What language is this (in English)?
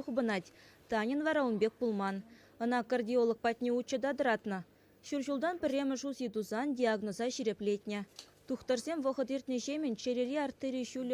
Chuvash